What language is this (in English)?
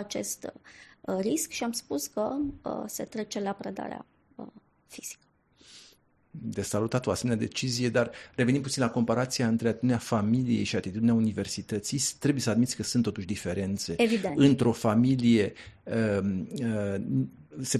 Romanian